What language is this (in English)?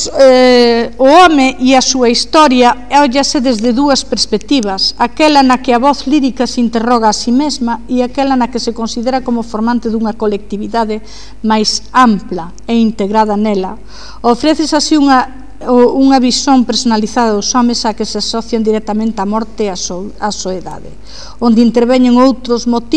Galician